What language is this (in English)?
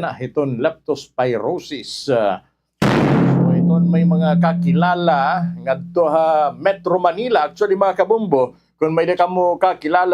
Waray